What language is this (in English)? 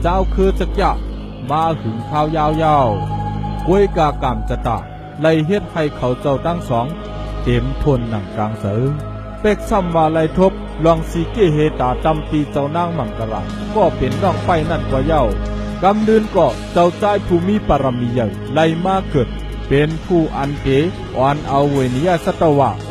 Shan